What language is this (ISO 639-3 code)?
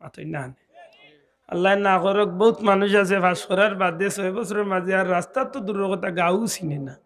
syl